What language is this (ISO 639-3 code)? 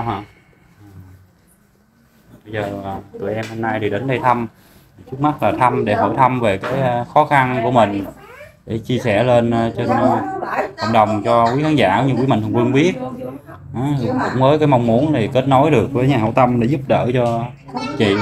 vie